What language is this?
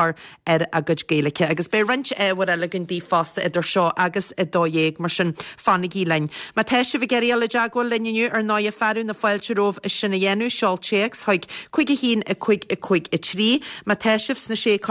Irish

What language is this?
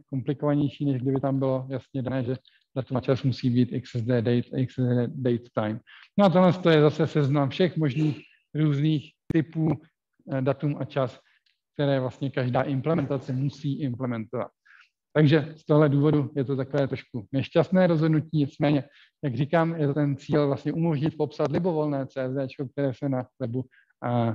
Czech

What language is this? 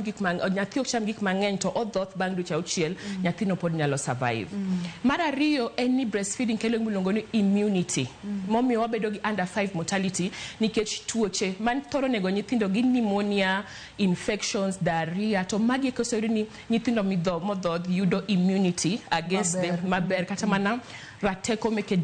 Luo (Kenya and Tanzania)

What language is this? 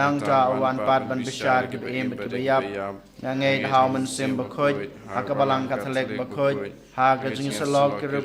Khasi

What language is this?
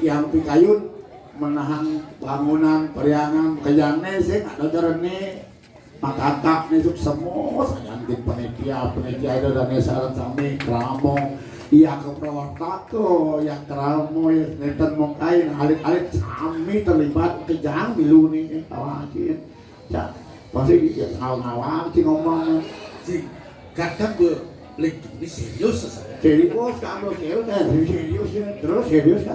Balinese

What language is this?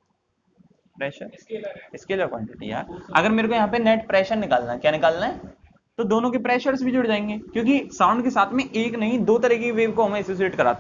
Hindi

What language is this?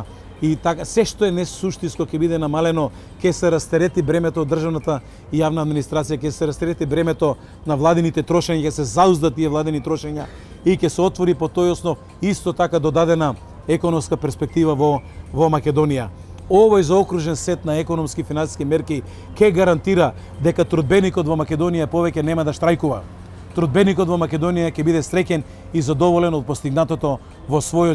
Macedonian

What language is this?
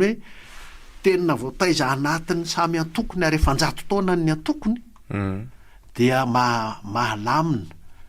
Malagasy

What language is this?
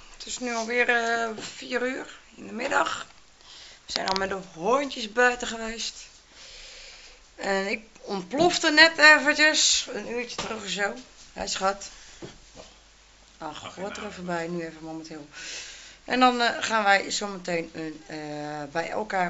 Dutch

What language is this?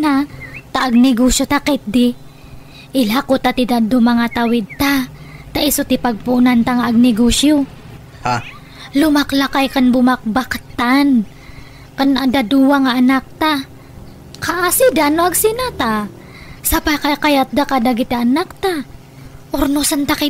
Iloko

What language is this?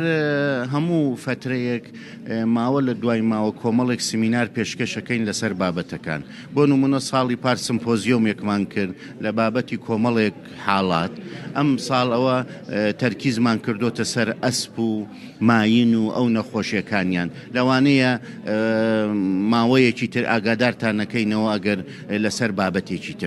Central Kurdish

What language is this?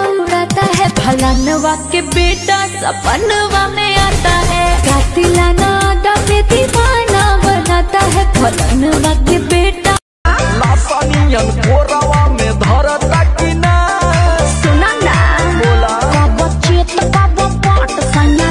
Bhojpuri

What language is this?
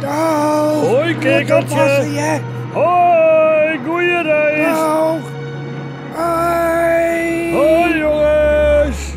Western Frisian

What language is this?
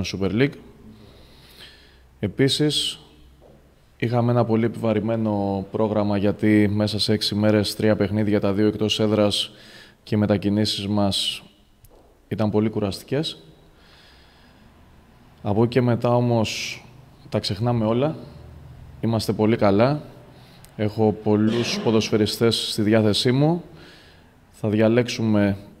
Greek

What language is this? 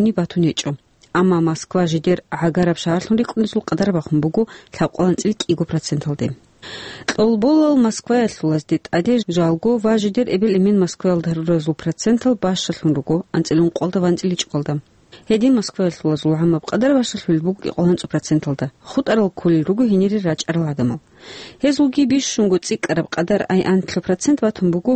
Avaric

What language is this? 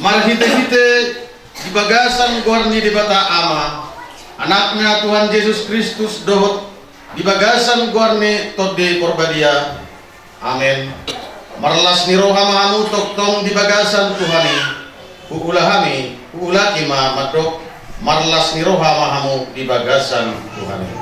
Batak Toba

